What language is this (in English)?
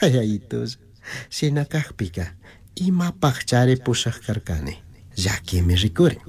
Chimborazo Highland Quichua